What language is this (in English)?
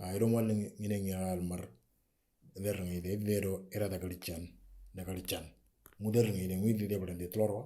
Moro